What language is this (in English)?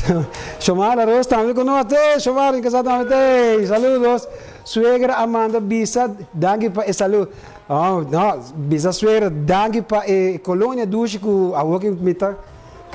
Papiamento